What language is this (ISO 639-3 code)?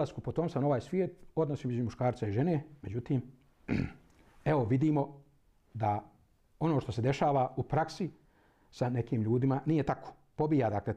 bos